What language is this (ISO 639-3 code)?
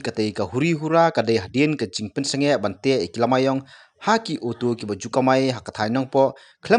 kha